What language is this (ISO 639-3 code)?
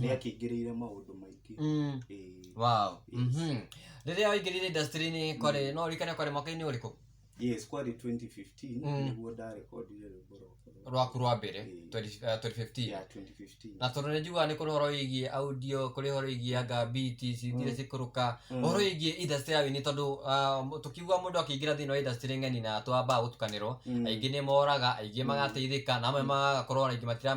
kik